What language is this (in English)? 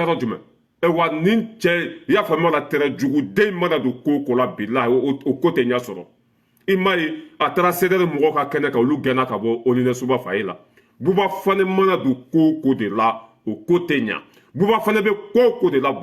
Bambara